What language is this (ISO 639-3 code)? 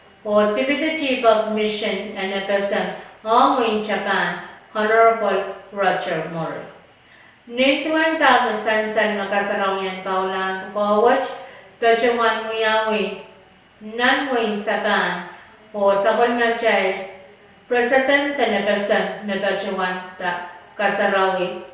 pon